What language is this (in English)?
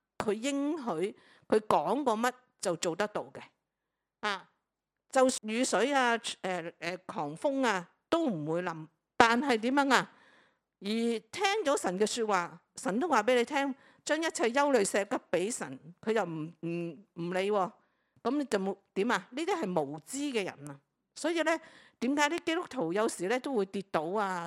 Cantonese